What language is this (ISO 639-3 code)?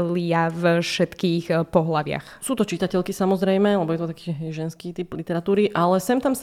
slk